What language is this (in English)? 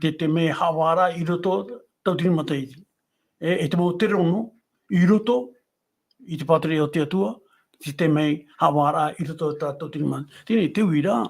Tahitian